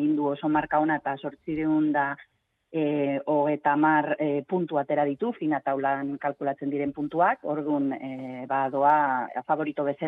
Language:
Basque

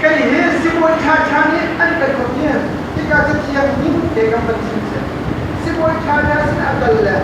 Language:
Hakha Chin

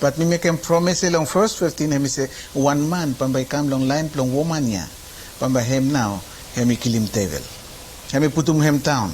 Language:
Bislama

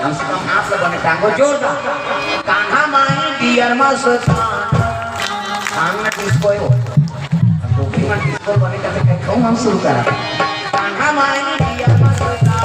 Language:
Chhattisgarhi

